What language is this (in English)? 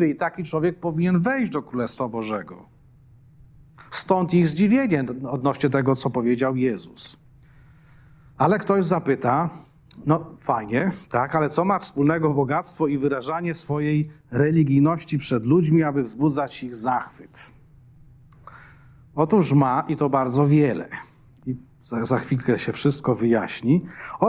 Polish